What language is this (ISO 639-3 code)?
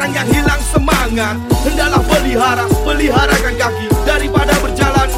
msa